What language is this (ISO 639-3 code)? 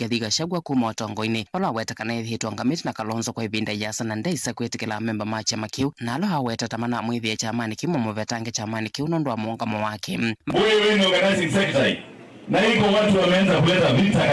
kam